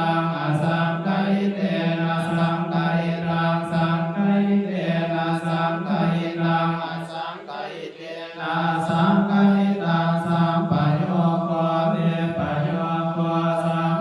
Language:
Pali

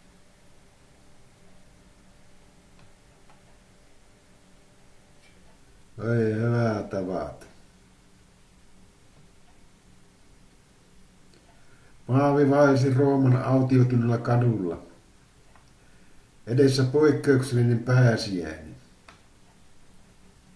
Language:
Finnish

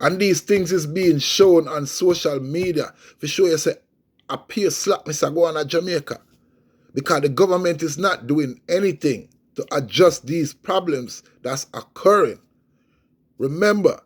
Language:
Jamaican Creole English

